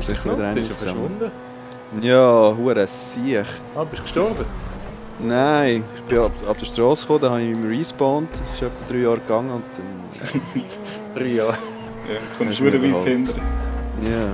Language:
Swiss German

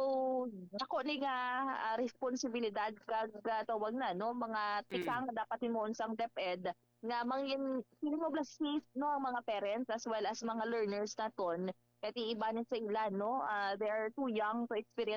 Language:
Hiligaynon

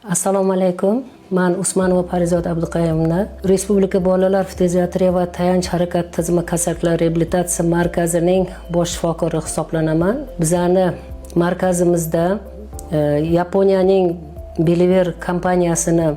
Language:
Uzbek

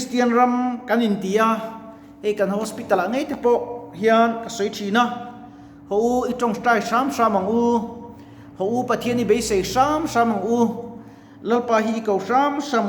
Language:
Mizo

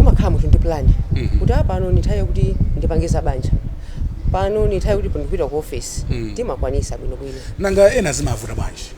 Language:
Nyanja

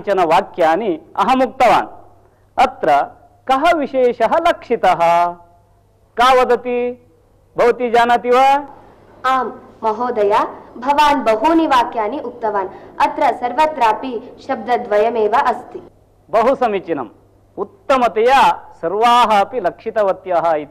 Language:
Sanskrit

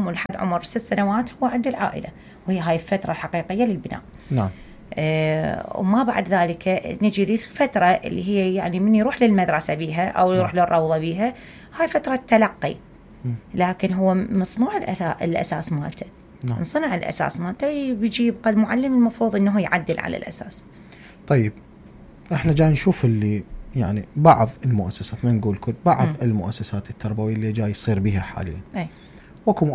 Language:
Mesopotamian Arabic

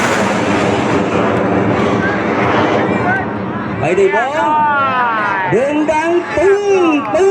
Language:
Lao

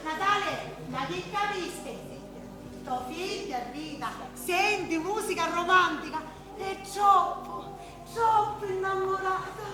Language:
Sicilian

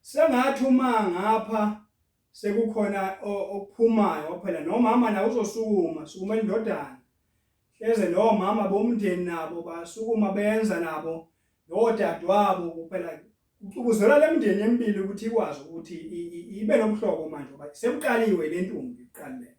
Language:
Zulu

